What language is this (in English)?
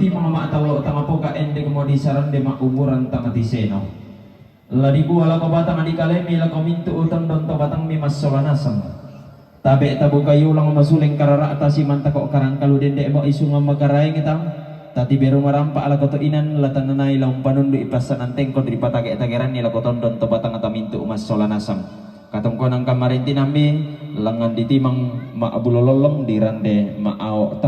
Toraja-Sa'dan